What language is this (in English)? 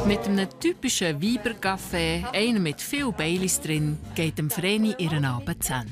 Swiss German